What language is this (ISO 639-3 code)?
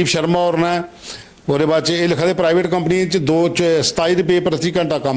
doi